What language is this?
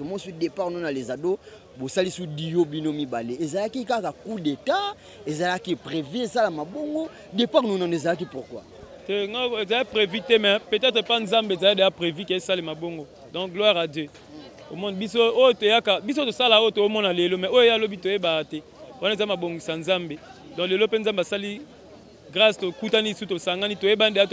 Lingala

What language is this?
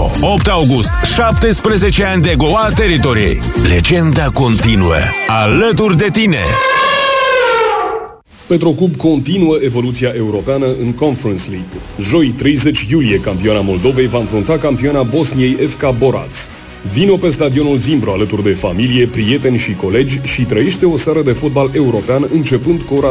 Romanian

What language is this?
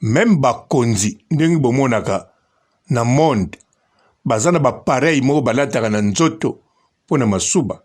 Lingala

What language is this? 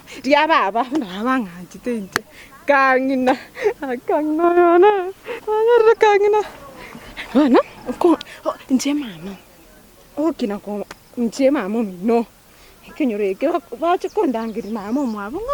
Gusii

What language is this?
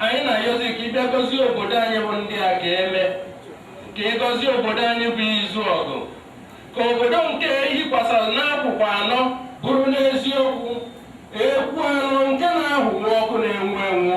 Igbo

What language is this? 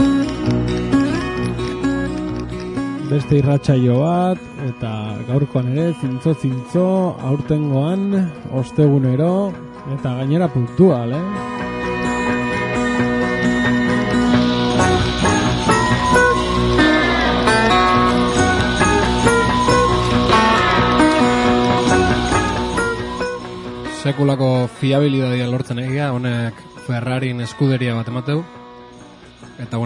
Basque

